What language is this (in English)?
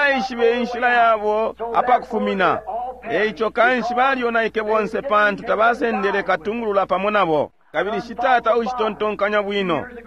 Bemba